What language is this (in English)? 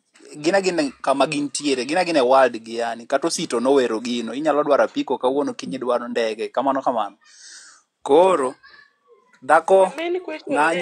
Luo (Kenya and Tanzania)